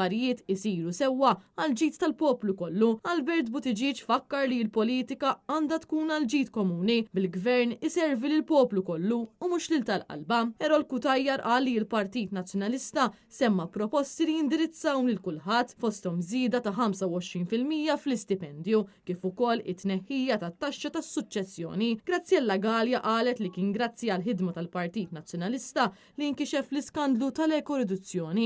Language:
Maltese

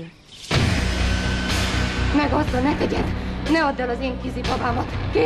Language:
Hungarian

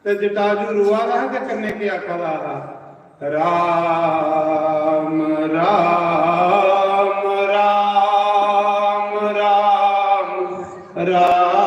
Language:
Dogri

